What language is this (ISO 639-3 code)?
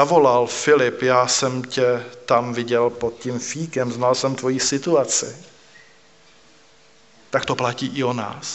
ces